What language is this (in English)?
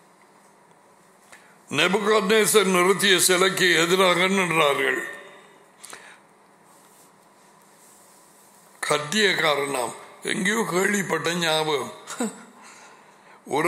Tamil